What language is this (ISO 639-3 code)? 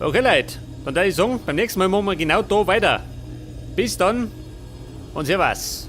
bar